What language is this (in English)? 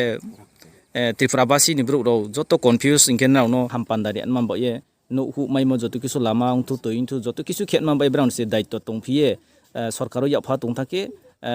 Riang (India)